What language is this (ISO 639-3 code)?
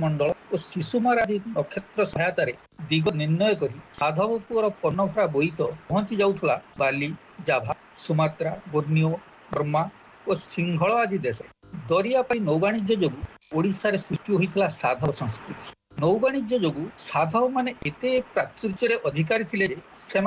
ori